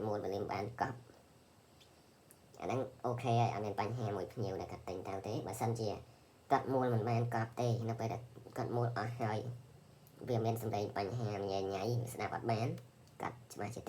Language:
Khmer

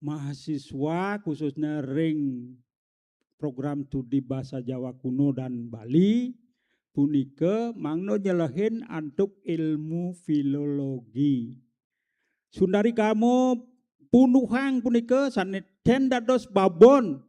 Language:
Balinese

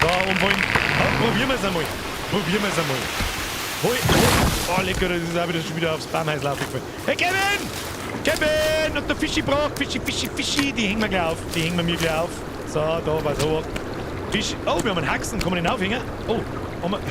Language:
Bavarian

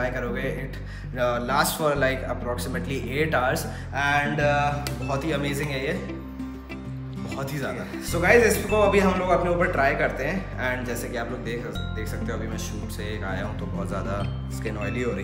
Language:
Hindi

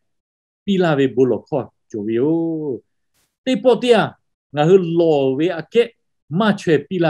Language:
Lahu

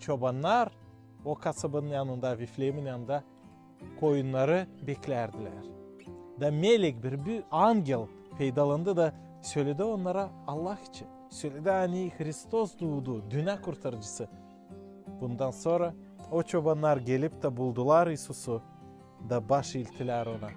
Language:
Gagauz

